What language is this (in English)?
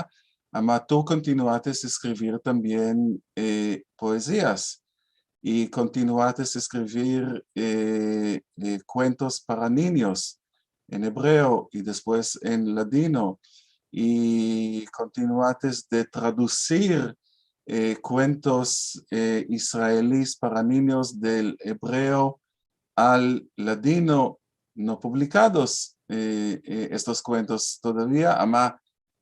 Ladino